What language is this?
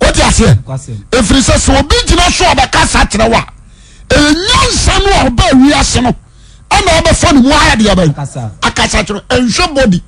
Akan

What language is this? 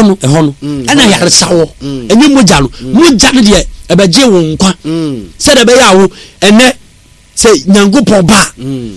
Akan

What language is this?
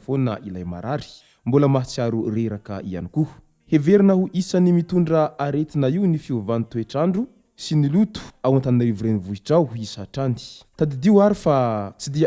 Malagasy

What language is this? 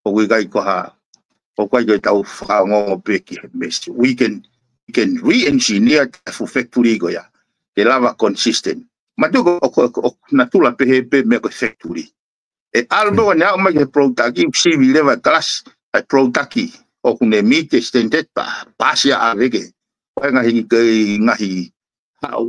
Tongan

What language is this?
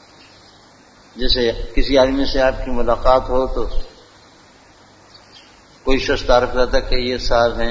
Urdu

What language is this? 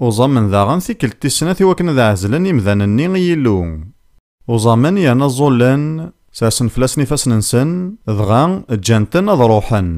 Kabyle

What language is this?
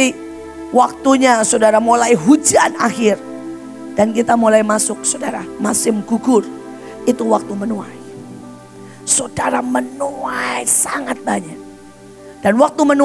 Indonesian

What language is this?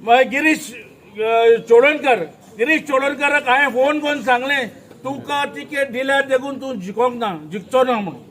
Konkani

